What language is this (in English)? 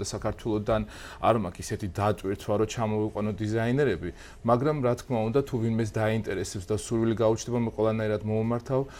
Georgian